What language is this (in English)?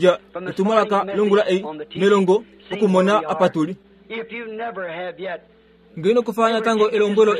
Kuanyama